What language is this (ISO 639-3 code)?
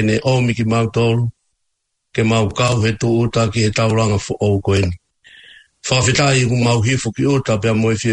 ton